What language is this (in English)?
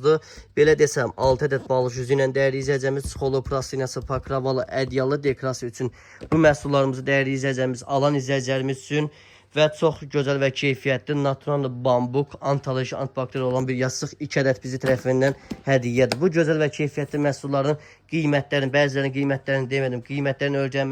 Azerbaijani